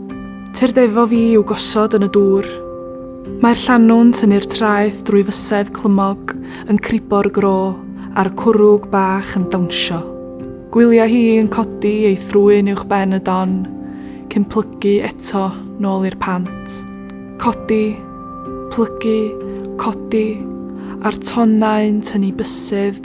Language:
Welsh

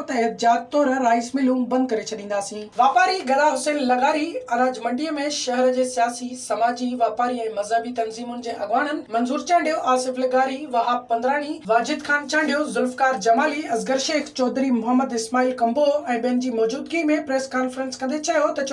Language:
Sindhi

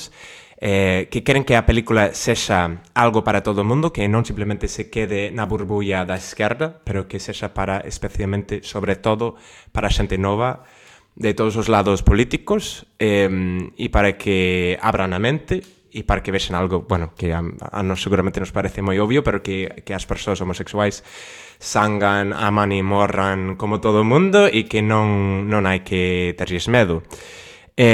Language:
Galician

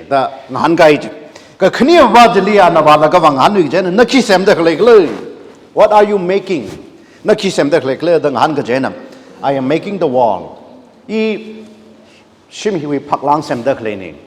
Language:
Tangkhul Naga (India)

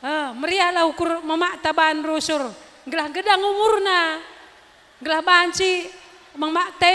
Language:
Batak Karo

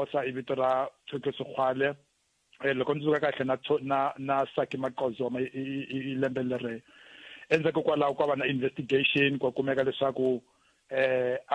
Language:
Tsonga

